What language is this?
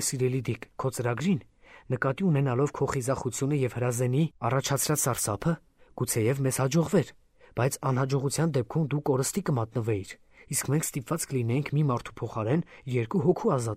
Armenian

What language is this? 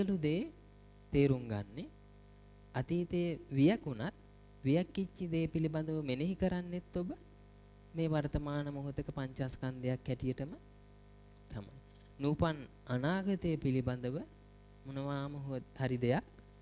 Sinhala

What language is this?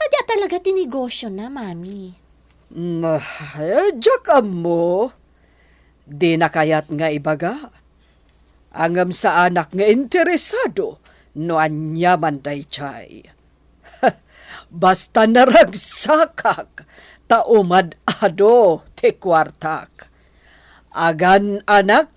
Iloko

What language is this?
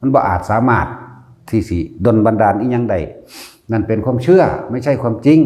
Lao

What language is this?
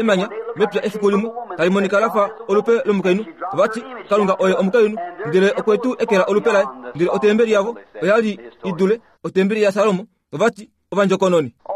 Kuanyama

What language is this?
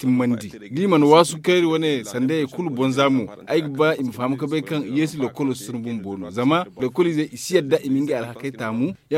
Zarma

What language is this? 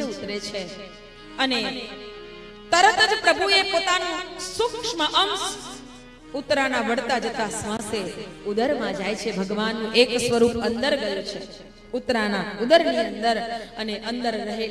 Gujarati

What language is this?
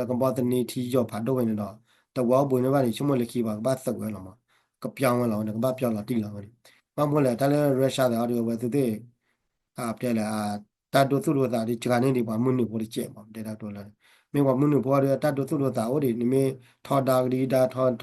S'gaw Karen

